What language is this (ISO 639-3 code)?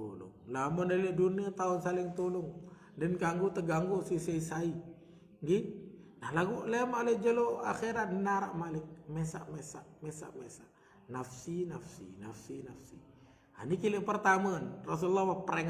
sas